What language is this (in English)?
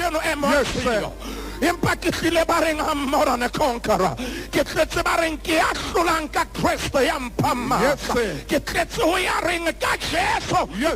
Southern Sotho